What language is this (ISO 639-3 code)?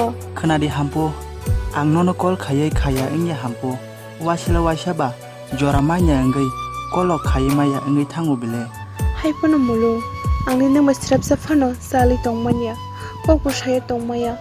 trp